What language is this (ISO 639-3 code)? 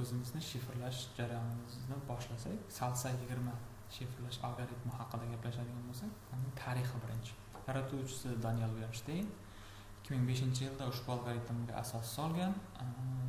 uzb